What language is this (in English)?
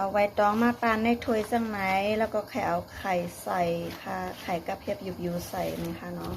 Shan